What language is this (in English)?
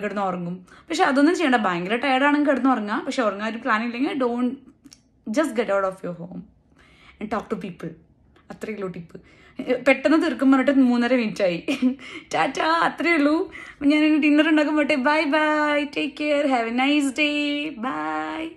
Malayalam